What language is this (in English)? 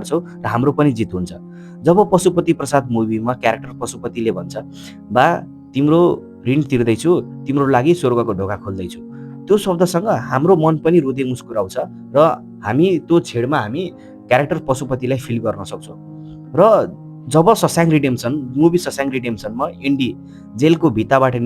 Nepali